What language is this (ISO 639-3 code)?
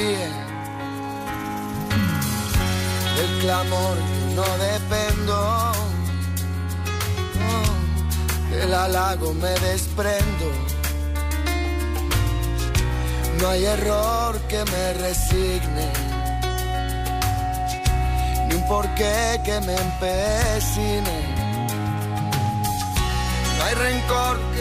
spa